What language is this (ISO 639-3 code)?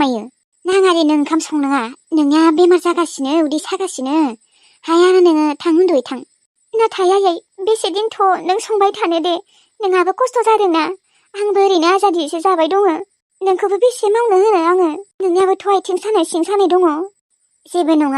brx